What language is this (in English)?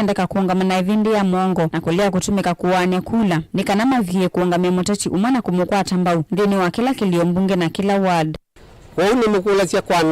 Kamba